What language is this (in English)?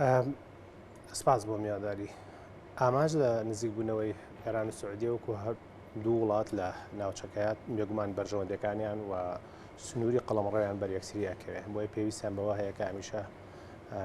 Central Kurdish